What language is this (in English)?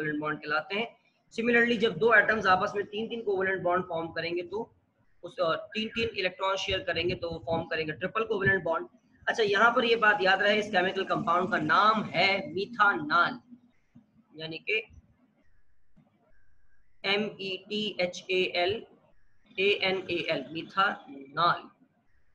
Hindi